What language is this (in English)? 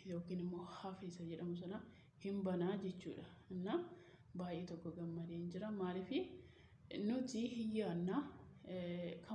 Oromo